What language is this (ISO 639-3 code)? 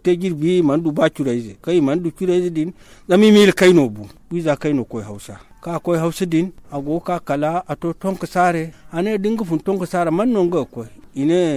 dje